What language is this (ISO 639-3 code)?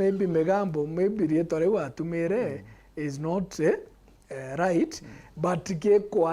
mer